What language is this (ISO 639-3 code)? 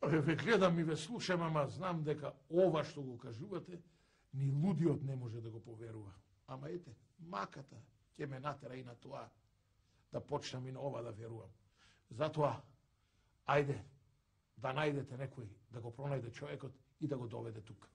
mkd